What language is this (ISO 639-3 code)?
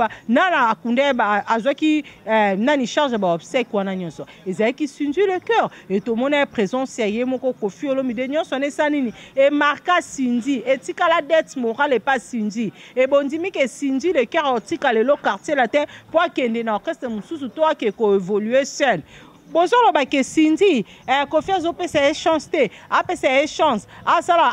lin